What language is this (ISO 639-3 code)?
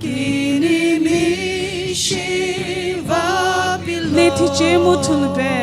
nsm